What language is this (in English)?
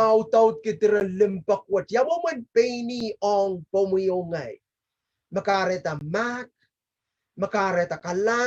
Pohnpeian